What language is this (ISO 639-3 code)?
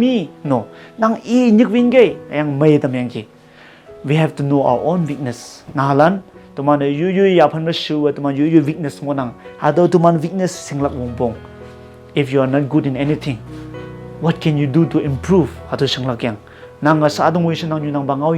nbe